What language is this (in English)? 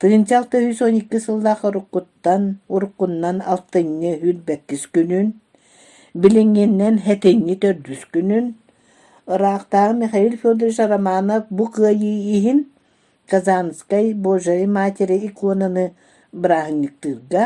Yakut